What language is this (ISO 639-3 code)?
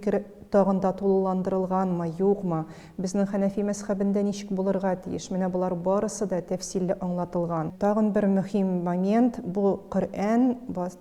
tat